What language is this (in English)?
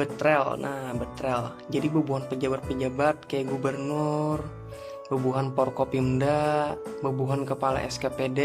Banjar